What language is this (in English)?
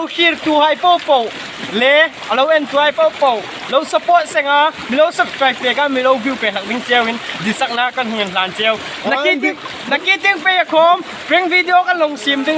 Hmar